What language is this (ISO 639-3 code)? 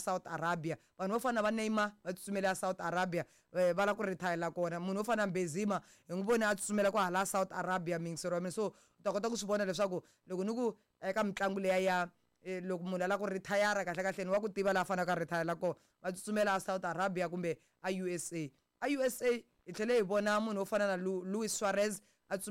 tso